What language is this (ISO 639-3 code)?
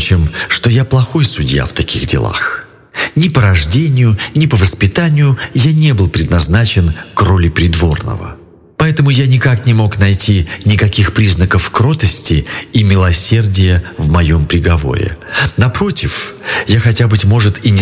rus